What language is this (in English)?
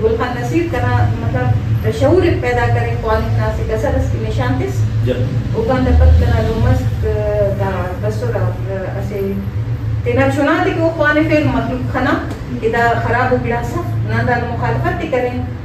Brahui